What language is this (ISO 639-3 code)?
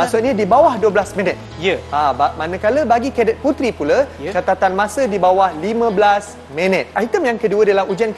msa